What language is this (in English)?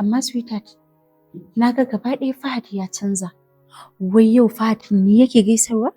Hausa